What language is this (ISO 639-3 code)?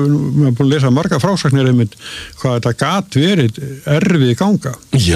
isl